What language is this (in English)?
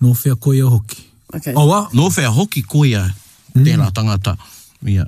Māori